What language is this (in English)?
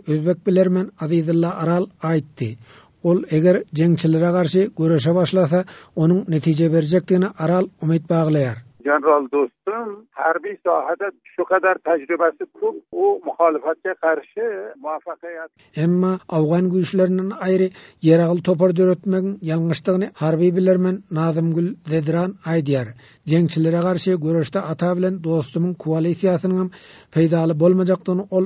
Turkmen